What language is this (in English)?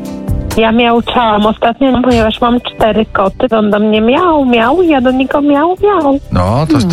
Polish